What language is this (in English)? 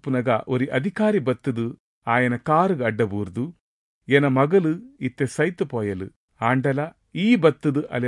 Tulu